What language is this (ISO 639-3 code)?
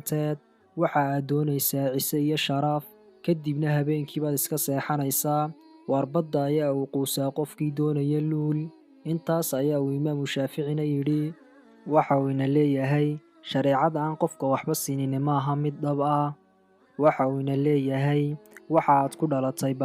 som